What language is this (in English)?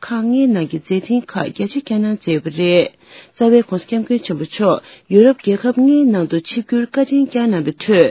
Tibetan